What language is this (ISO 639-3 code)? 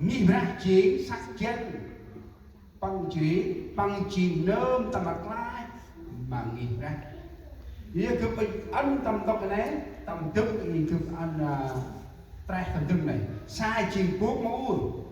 cmo